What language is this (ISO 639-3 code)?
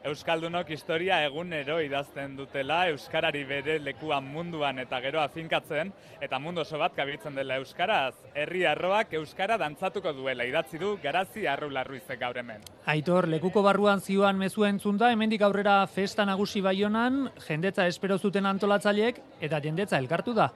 eus